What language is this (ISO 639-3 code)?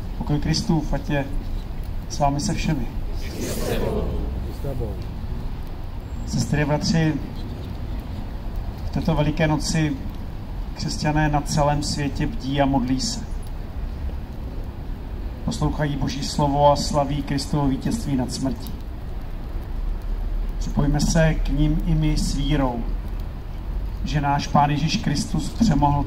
ces